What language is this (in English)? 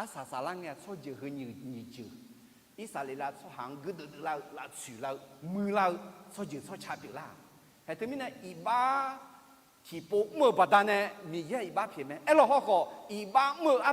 Akha